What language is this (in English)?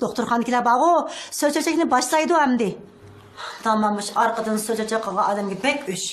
Uyghur